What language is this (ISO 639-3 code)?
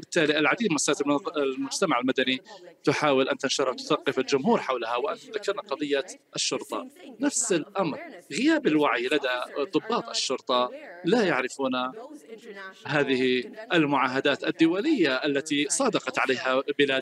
ara